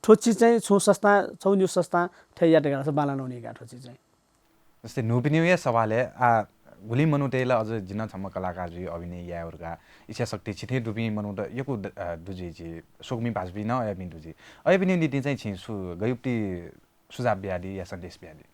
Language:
Newari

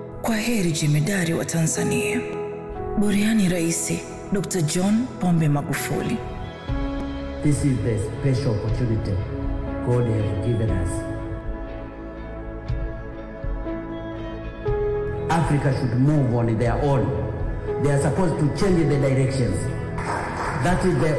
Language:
Swahili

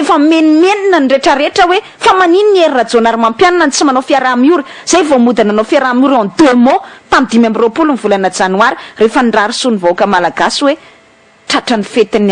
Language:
Malagasy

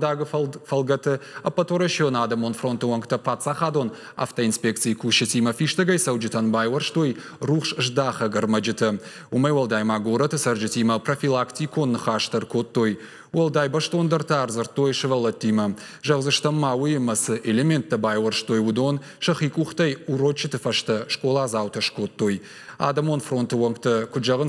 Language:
Ossetic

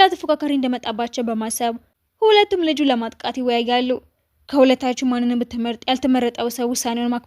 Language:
Amharic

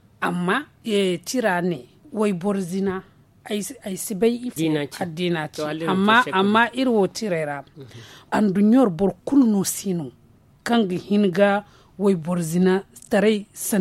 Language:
Zarma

